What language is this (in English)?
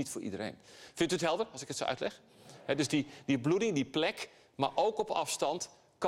Dutch